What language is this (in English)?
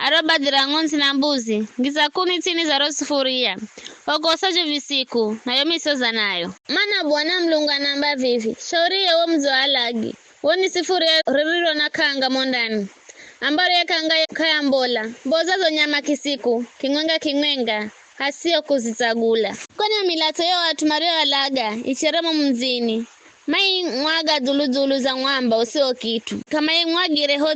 Giryama